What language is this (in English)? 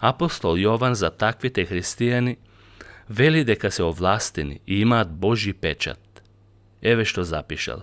Macedonian